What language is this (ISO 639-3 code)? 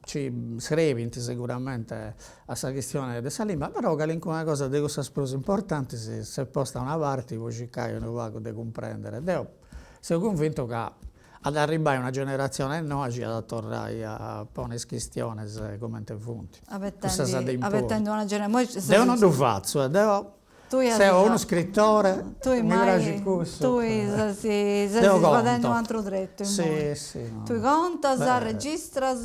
srd